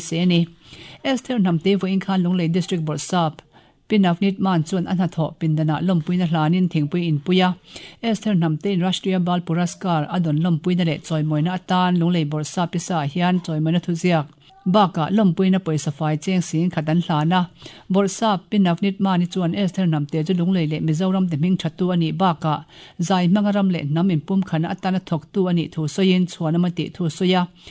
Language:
Mizo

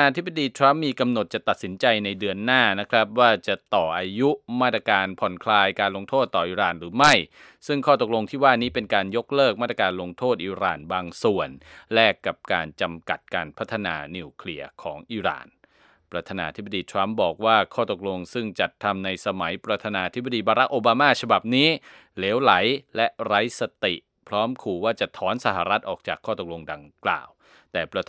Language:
Thai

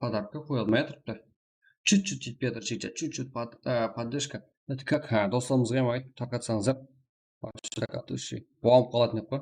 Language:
Kara-Kalpak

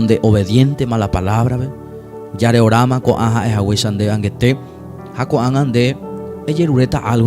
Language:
Guarani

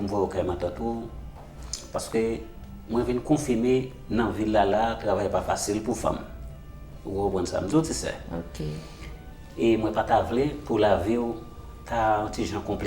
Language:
Haitian Creole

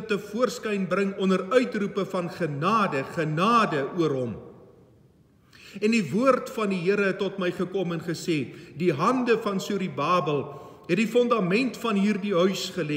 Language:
Afrikaans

